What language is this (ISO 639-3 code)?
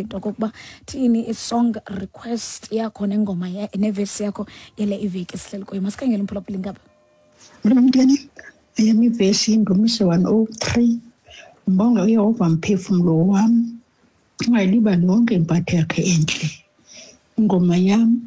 xho